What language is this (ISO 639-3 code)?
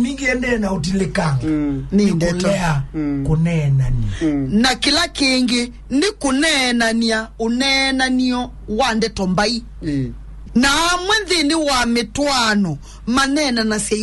kam